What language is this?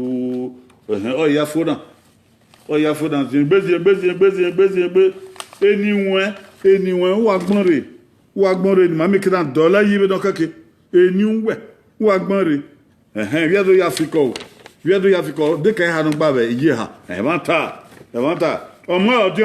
Bini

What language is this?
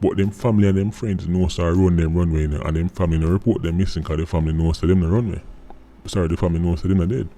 Jamaican Creole English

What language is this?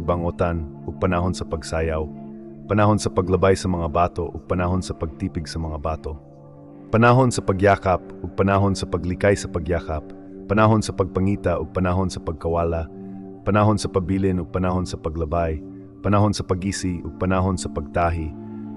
Cebuano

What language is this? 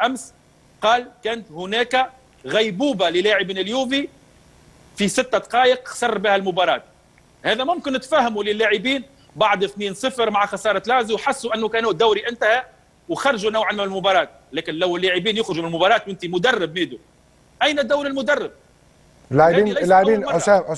Egyptian Arabic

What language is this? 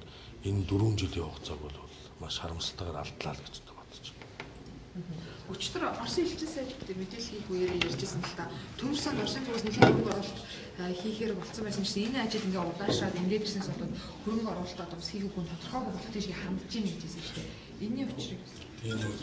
Mongolian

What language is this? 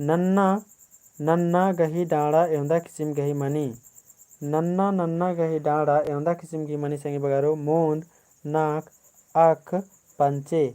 Kurukh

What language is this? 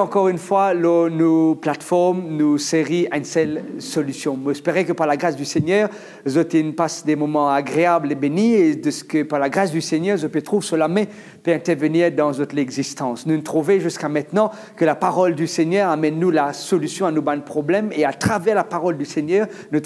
Morisyen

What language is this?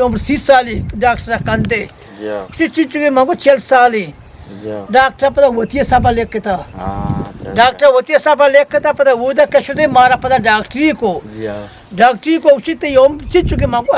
Eastern Balochi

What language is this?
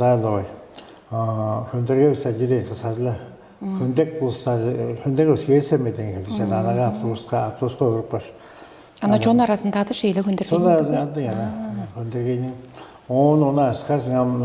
Tuvinian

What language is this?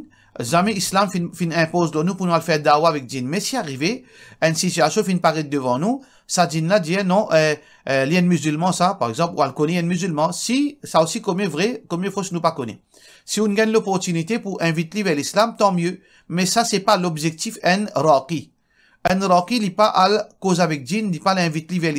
Morisyen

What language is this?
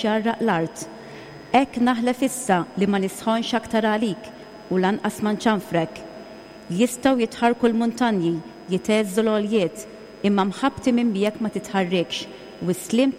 Maltese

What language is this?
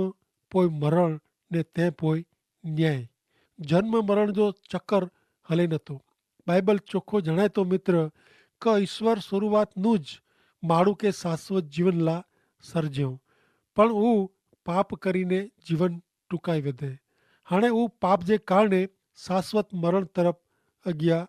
Kachhi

